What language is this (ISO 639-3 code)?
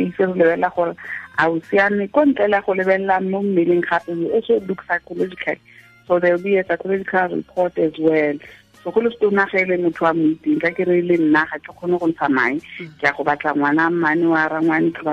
tsn